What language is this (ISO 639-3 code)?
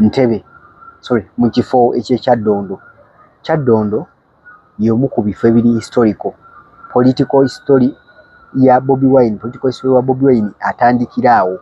lug